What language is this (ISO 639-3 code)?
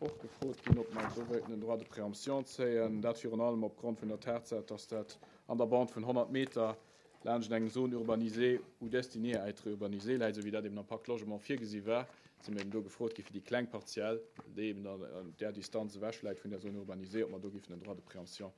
ltz